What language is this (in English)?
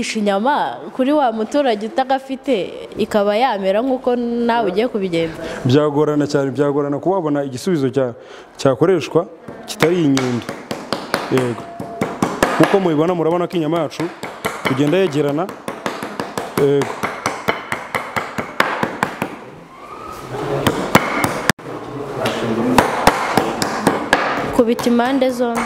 Kinyarwanda